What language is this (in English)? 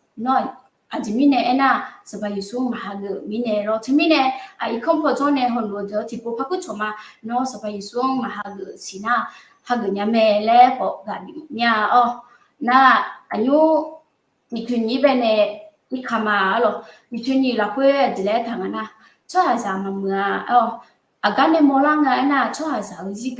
Akha